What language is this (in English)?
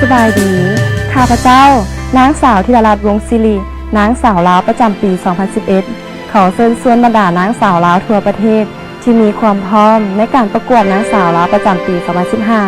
Lao